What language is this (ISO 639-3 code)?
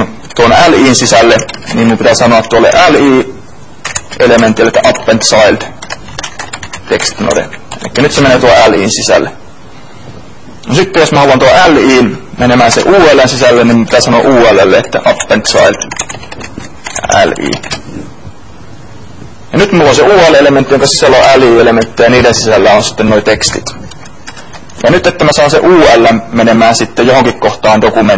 fin